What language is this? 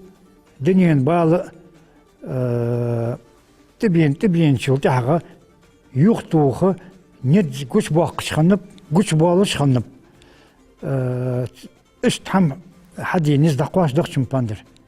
Ingush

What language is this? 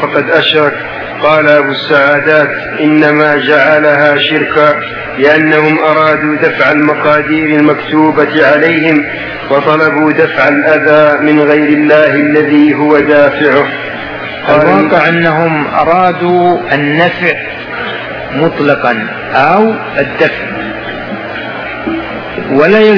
Arabic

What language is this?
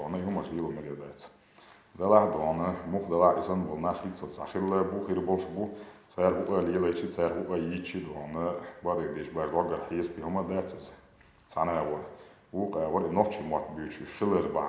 Chechen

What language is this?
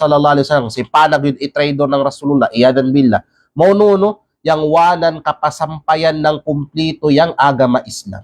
Kalagan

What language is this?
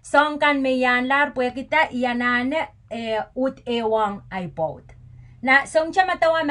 Pohnpeian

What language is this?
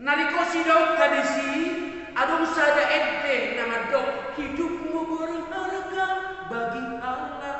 Batak Toba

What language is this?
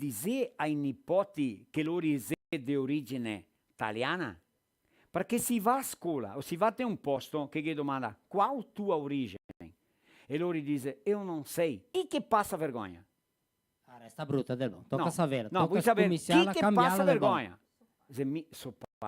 Venetian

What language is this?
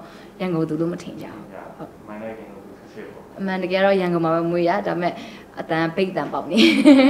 Burmese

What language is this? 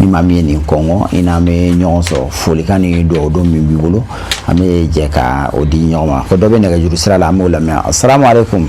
Bambara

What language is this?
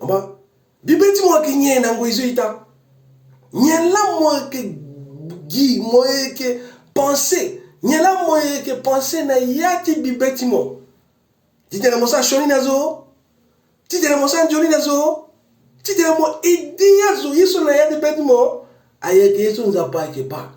Sango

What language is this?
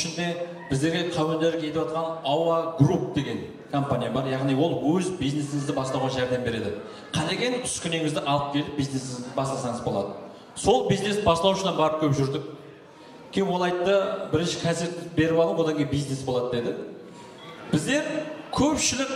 Kara-Kalpak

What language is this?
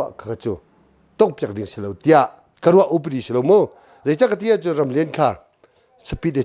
Hakha Chin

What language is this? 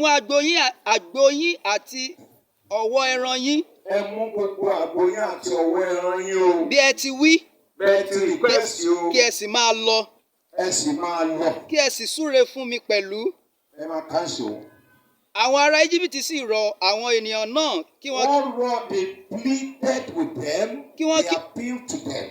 Yoruba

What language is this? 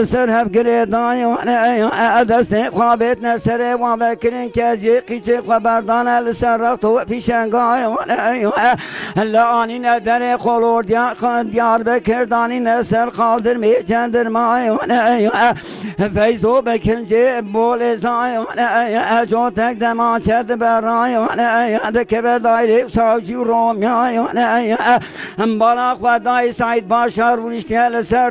Kurdish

